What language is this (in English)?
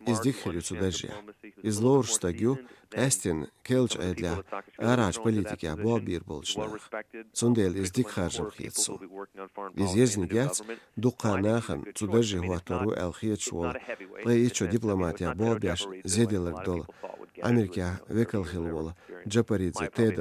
Chechen